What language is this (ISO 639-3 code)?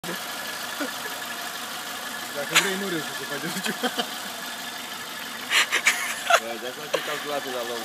ron